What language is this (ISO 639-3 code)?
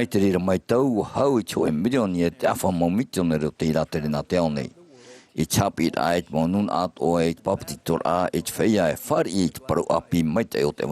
tah